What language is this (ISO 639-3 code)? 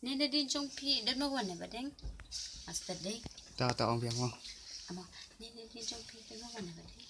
kha